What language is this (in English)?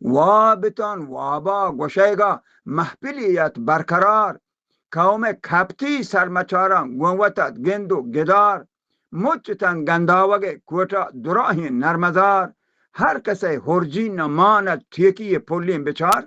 Baluchi